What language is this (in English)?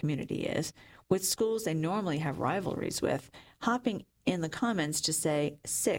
English